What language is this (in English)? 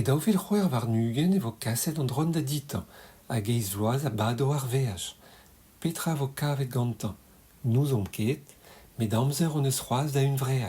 Breton